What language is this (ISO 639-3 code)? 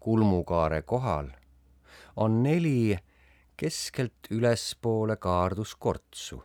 est